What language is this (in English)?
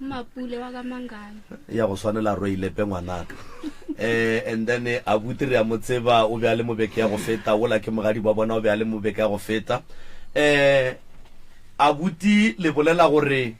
Northern Sotho